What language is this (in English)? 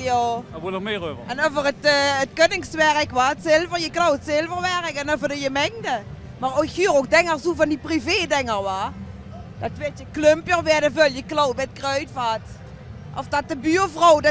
Limburgish